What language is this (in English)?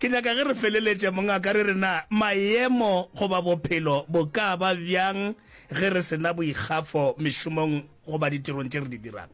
Northern Sotho